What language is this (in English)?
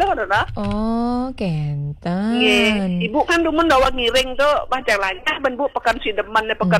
Balinese